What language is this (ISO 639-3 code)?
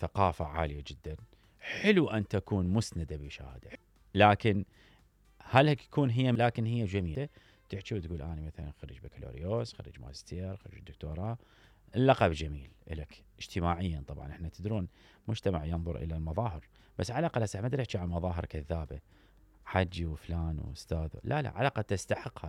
acm